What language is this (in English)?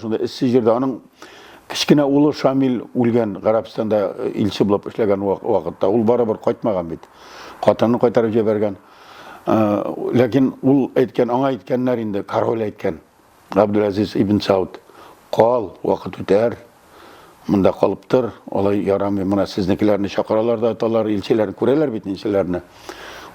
Tatar